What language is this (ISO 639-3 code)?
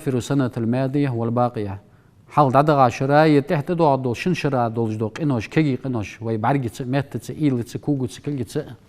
inh